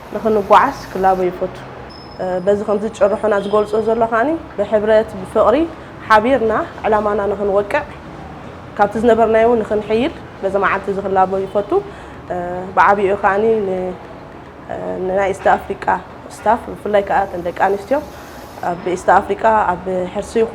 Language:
Tigrinya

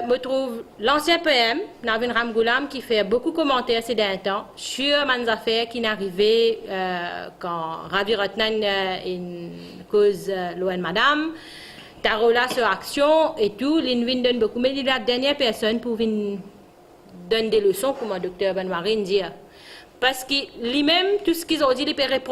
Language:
Morisyen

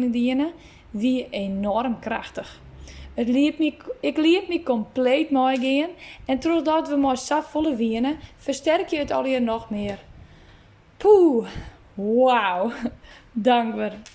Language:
Western Frisian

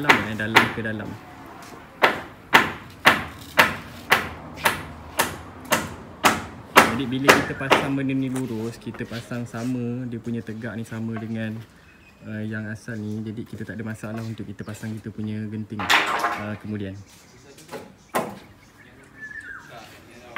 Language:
Malay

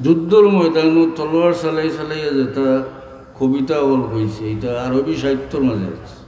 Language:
Sylheti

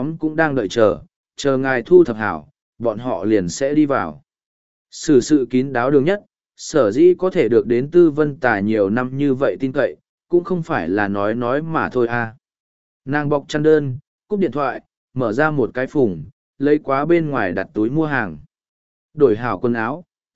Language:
Vietnamese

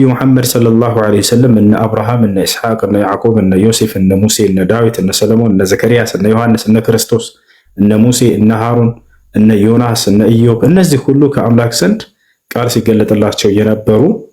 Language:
Amharic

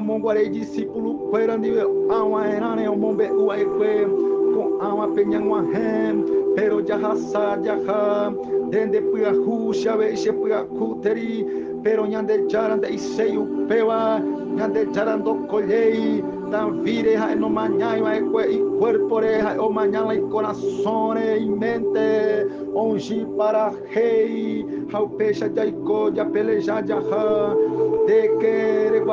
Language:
Guarani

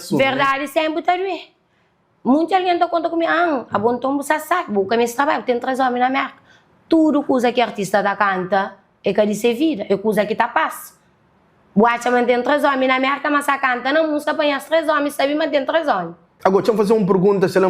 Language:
Kabuverdianu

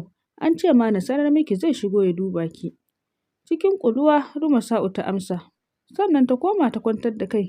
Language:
Hausa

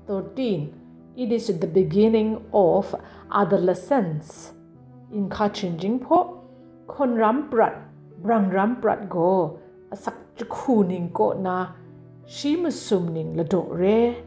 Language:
Kachin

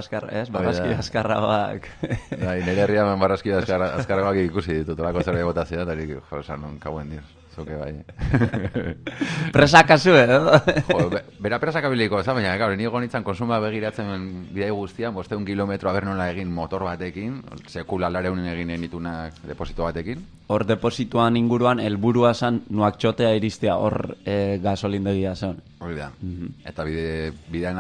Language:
Basque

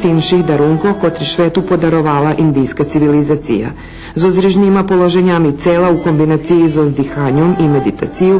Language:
Rusyn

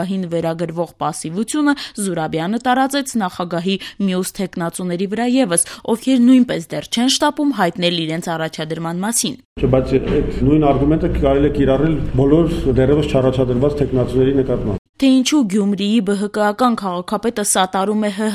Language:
Armenian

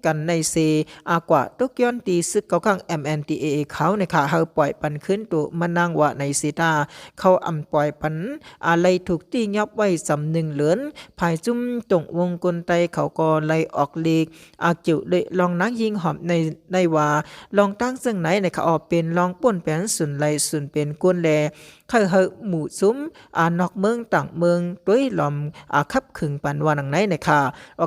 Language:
Shan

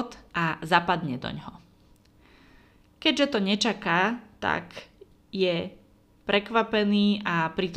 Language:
Slovak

